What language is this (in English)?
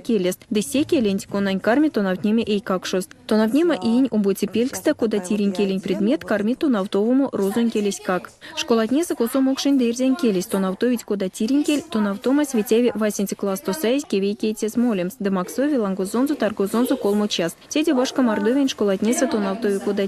Erzya